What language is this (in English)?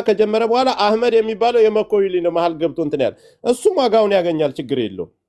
Amharic